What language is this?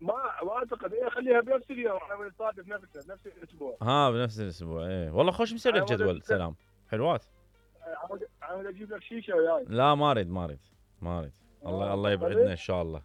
Mesopotamian Arabic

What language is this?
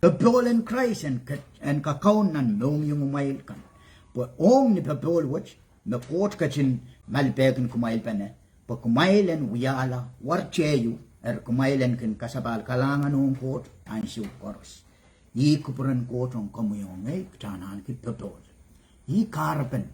Pohnpeian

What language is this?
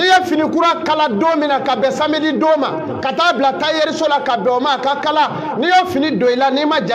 Bambara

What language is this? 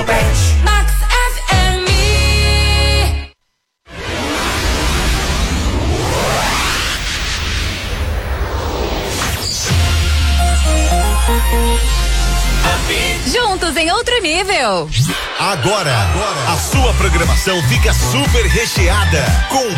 Portuguese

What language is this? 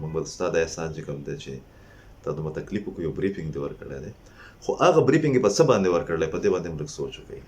Pashto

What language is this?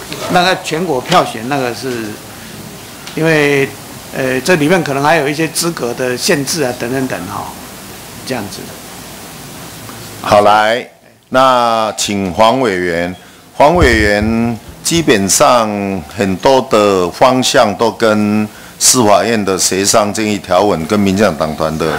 Chinese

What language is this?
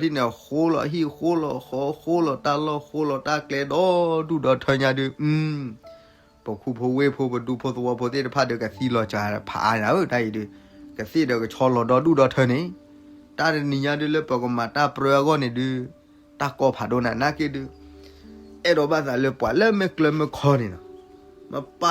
S'gaw Karen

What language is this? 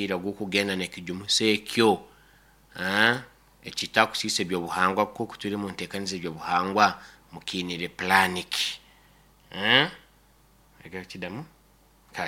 Nyoro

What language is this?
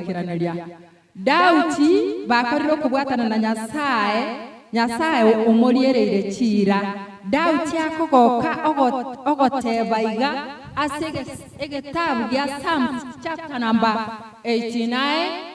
Gusii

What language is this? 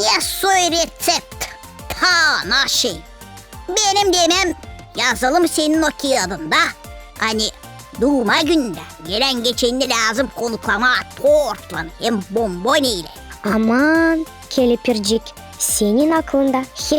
Gagauz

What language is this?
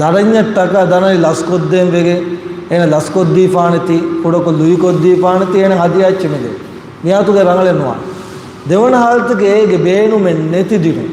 Divehi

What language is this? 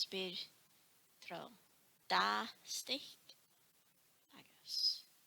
Scottish Gaelic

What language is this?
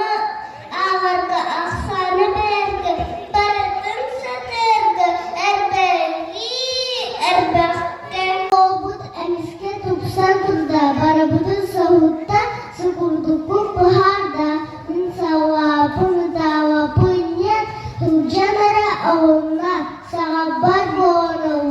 Yakut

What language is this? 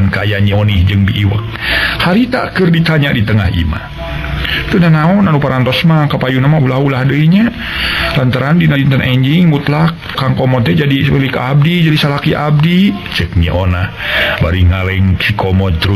Sundanese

